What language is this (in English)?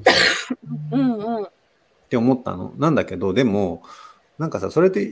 Japanese